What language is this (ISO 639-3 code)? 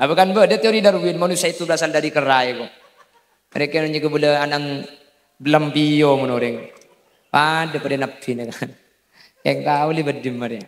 mad